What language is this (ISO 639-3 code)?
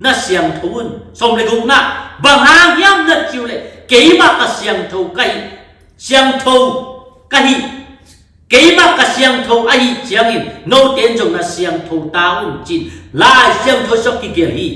ctd